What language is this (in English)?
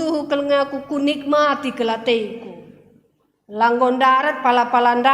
Batak Karo